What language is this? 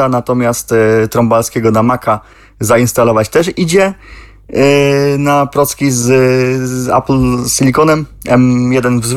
Polish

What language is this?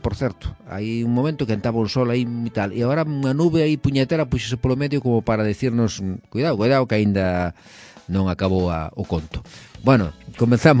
Galician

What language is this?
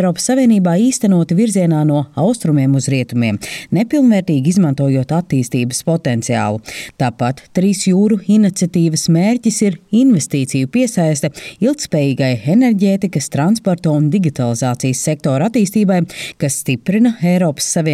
Latvian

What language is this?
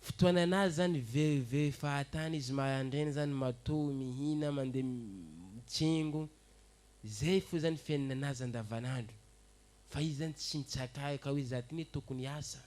Malagasy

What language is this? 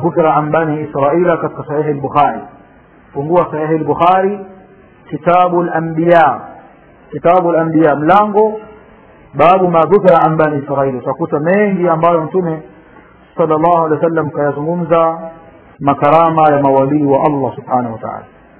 Swahili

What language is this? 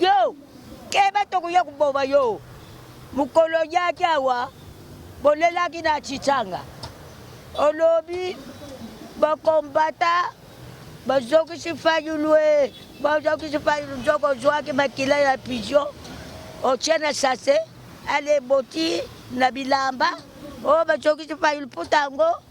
Lingala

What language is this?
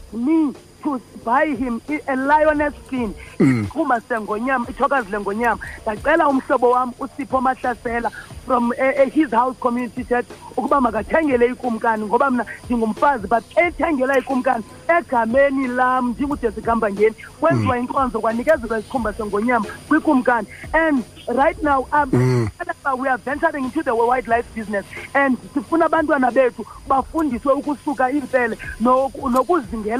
Xhosa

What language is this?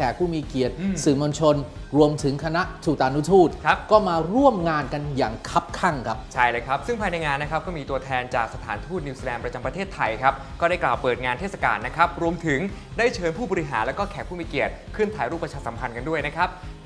Thai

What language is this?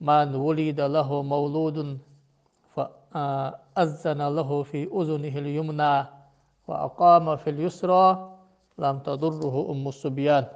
Ingush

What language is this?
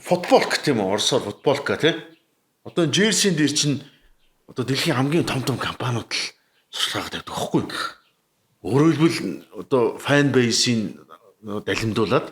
Mongolian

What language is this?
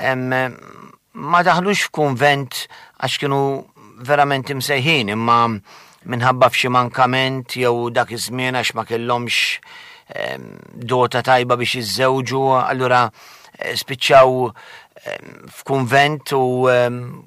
Maltese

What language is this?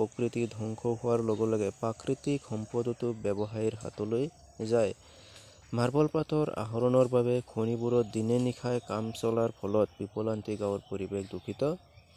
Assamese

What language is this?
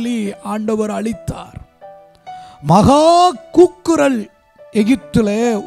Tamil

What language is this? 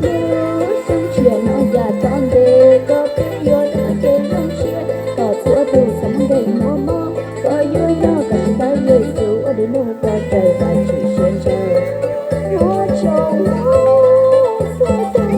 Hmong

